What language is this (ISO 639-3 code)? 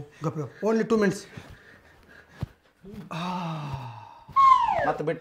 kan